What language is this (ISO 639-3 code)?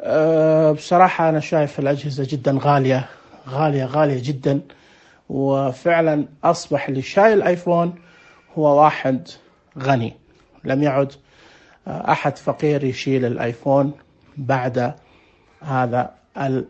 ars